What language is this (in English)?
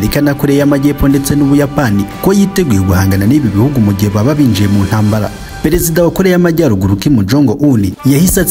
Kinyarwanda